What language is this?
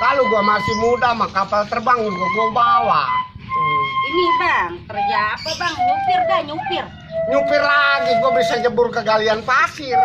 Betawi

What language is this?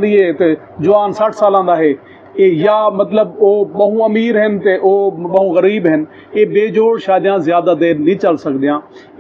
Saraiki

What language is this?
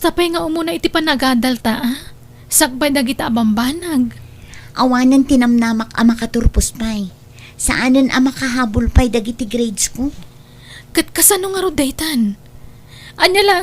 Iloko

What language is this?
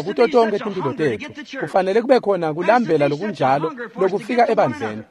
Swati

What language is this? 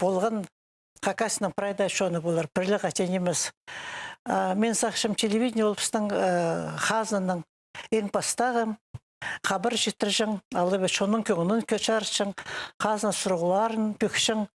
Khakas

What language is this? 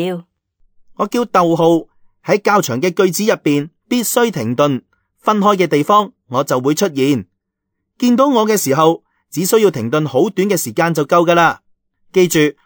Cantonese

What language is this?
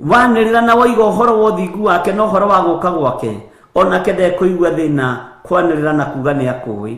Kikuyu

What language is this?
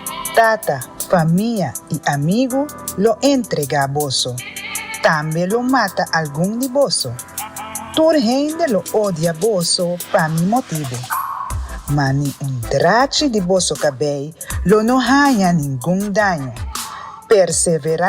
Papiamento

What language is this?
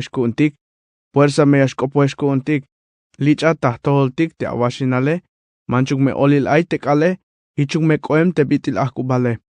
Tzeltal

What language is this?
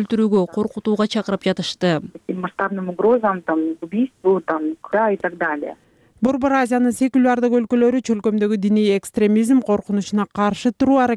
Kyrgyz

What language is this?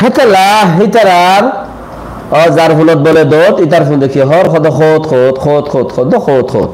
Rohingya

